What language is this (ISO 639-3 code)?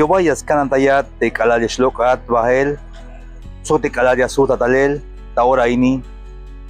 tzh